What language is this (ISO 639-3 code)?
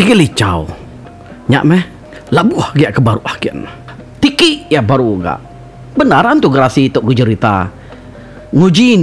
iba